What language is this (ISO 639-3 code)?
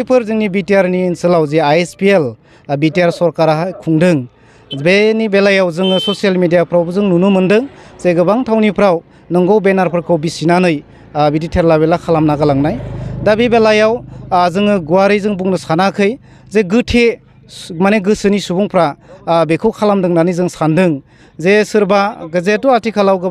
brx